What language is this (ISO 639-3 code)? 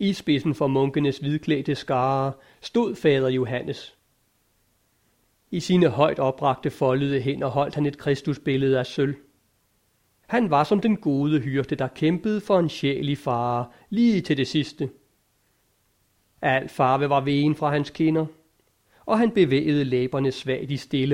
dan